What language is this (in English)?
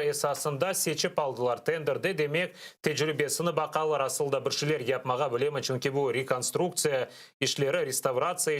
Crimean Tatar